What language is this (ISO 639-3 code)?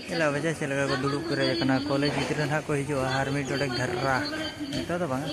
sat